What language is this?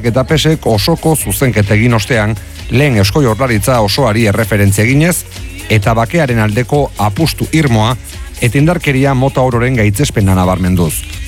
Basque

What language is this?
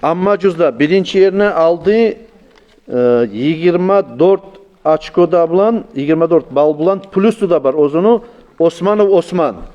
Kumyk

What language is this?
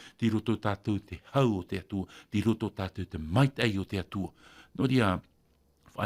Tahitian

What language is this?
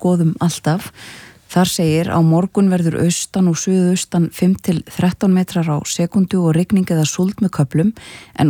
Icelandic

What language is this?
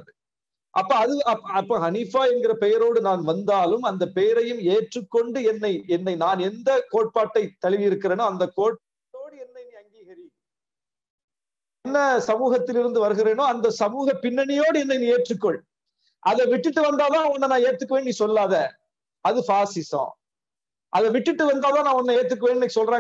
Tamil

